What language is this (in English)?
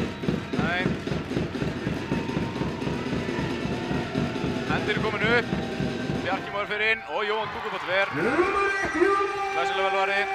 Icelandic